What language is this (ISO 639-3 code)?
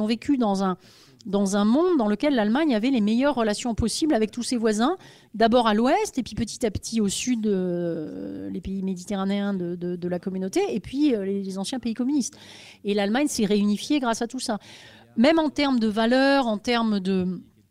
fra